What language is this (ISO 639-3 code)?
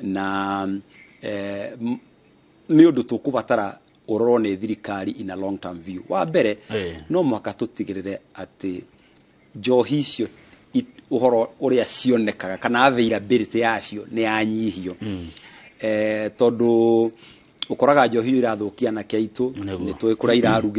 kik